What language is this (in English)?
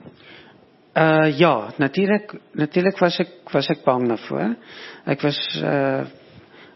Afrikaans